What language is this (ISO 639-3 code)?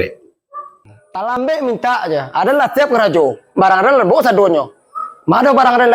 min